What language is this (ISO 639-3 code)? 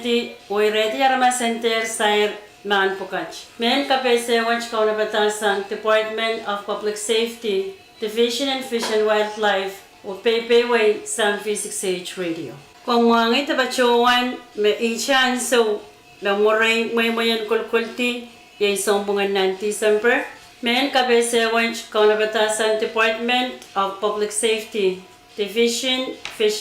pon